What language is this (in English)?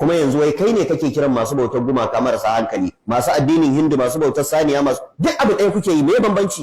Hausa